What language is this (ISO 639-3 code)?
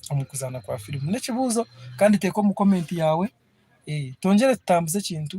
nyn